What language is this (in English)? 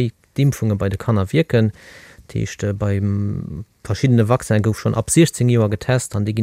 Luxembourgish